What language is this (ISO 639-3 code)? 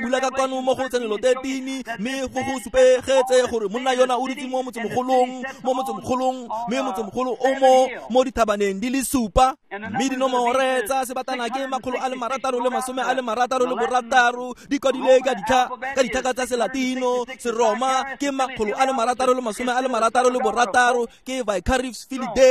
tsn